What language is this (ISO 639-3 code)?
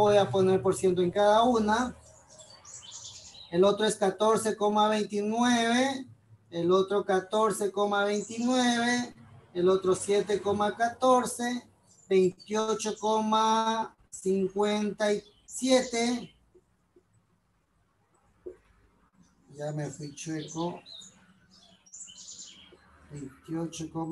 spa